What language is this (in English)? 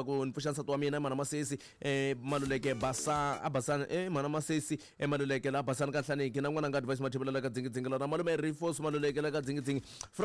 Tsonga